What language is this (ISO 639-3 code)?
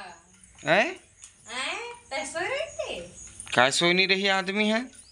hne